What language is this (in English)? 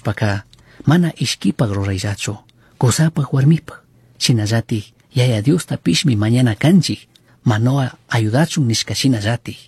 Chimborazo Highland Quichua